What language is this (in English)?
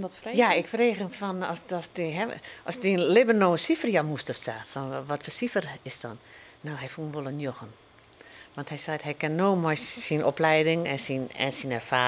Western Frisian